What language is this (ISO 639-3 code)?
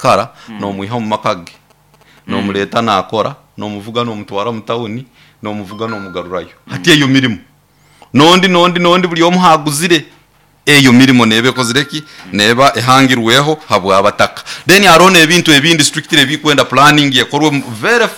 nyo